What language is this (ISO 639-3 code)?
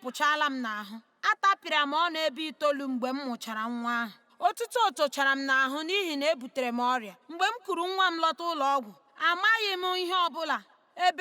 ibo